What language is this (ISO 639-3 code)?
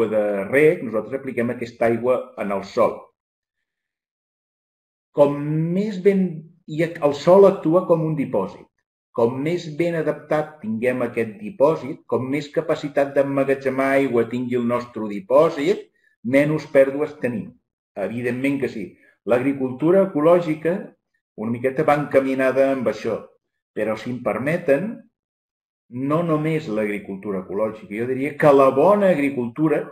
cat